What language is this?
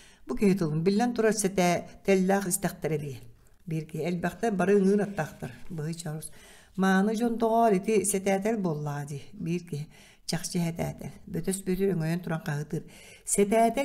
Yakut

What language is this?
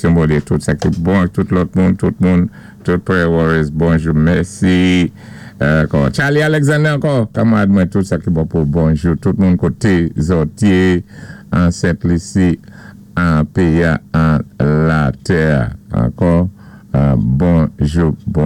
Saint Lucian Creole French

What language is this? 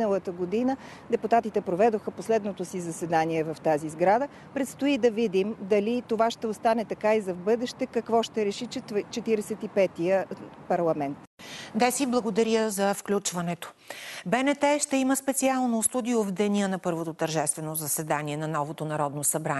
Bulgarian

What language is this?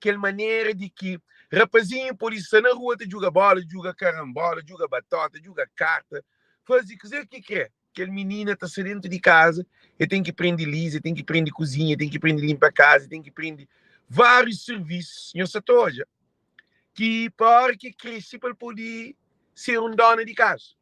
Kabuverdianu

